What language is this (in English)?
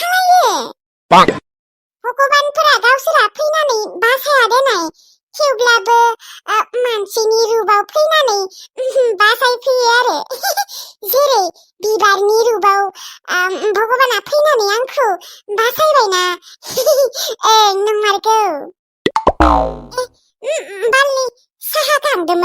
Bodo